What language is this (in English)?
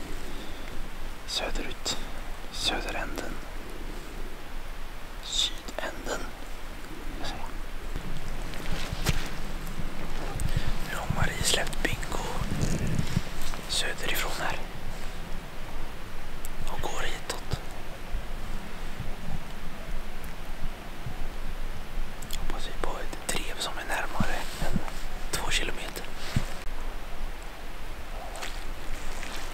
Swedish